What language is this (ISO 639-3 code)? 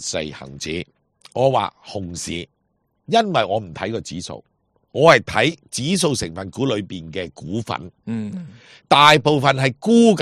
yue